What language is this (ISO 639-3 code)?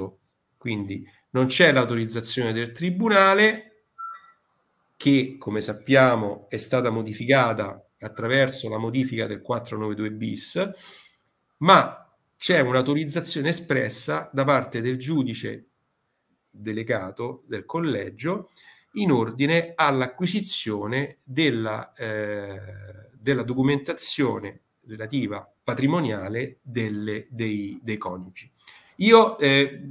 ita